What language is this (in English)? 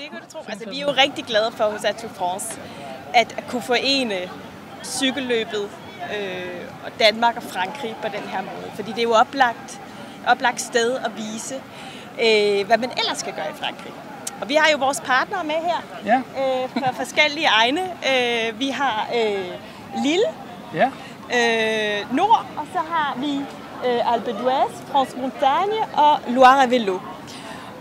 Danish